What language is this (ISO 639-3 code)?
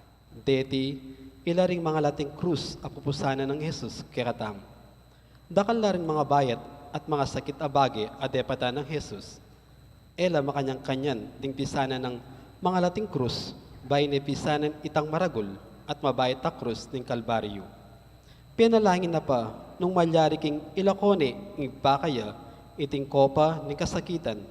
pam